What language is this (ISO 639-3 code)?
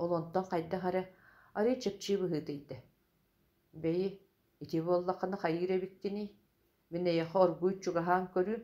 sah